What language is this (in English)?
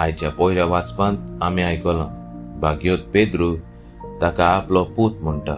Konkani